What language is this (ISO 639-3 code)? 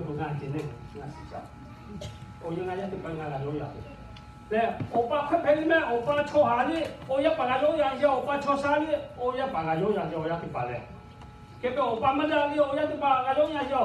lhu